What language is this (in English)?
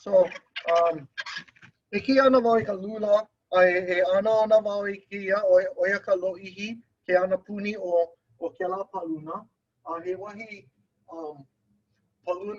Hawaiian